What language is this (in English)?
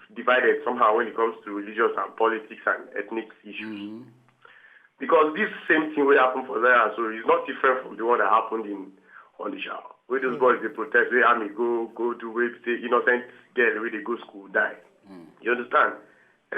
Nigerian Pidgin